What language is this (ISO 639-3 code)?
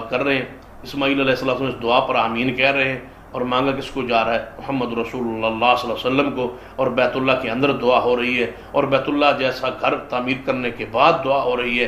urd